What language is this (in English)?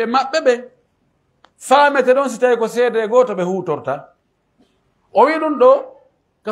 Pular